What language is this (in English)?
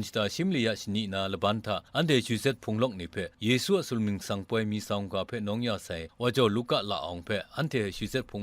Kachin